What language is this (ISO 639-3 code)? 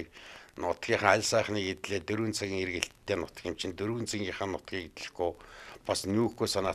mon